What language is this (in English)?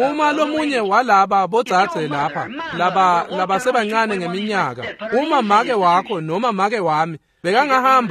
Swati